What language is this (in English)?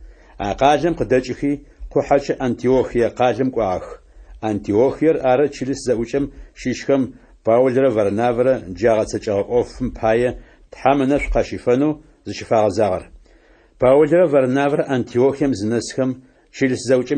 Adyghe